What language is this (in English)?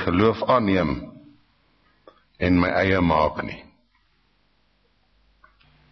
Afrikaans